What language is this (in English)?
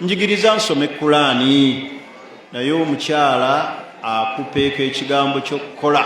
Ganda